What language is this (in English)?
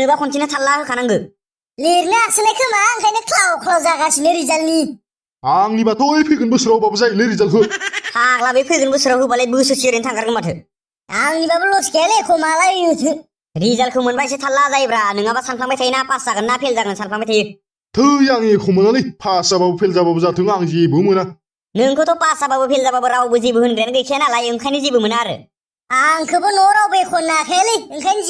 Bodo